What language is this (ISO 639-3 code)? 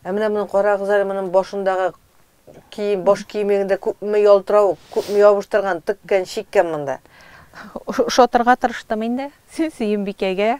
tat